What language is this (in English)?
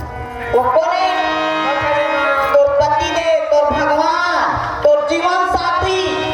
Chhattisgarhi